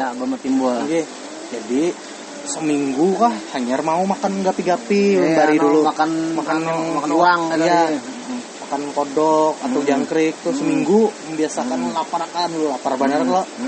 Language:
Banjar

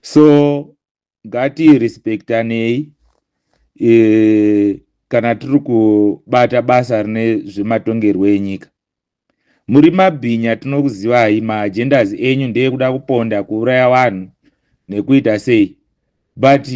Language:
Shona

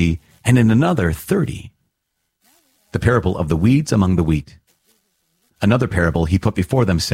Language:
English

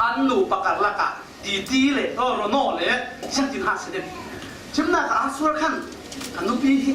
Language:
Falam Chin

